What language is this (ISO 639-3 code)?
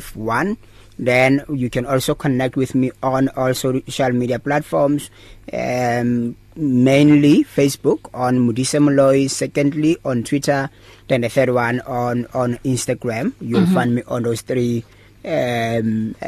eng